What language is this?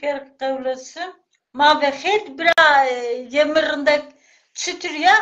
Zaza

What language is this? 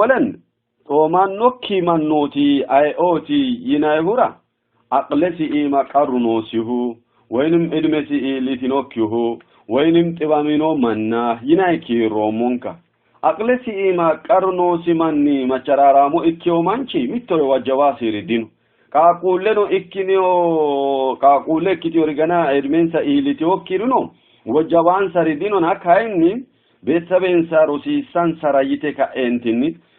Sidamo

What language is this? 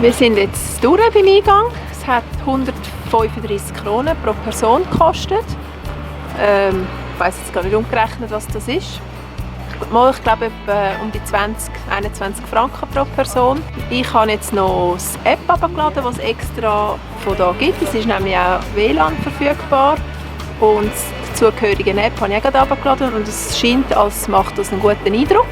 Swiss German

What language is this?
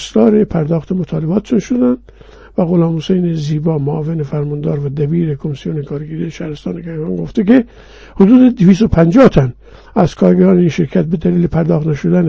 Persian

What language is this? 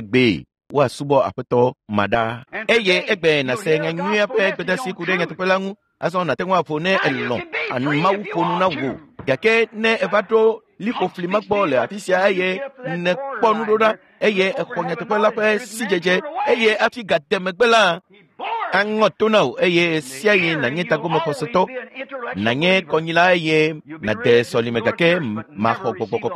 Ewe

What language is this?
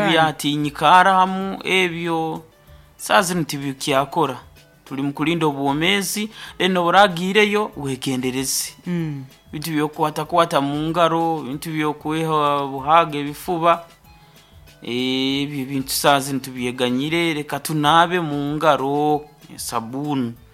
Nyoro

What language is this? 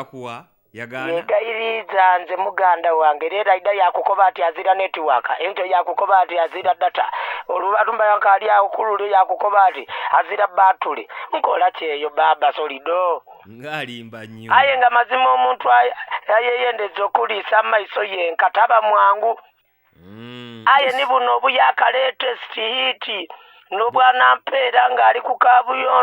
Ganda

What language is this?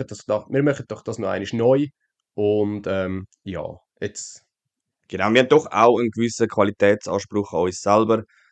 Swiss German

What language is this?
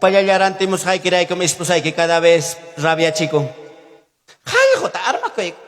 Ayacucho Quechua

